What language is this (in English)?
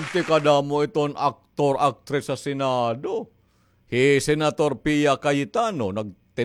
Waray